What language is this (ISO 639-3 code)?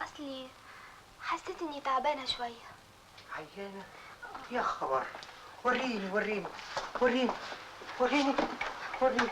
arz